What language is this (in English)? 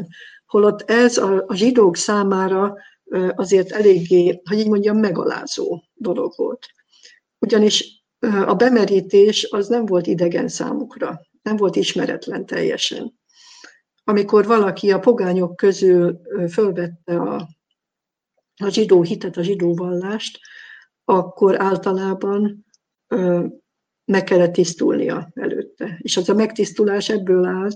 Hungarian